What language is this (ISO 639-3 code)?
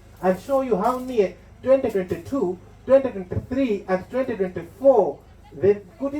nya